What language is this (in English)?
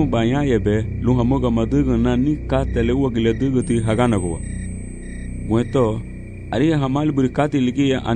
Garifuna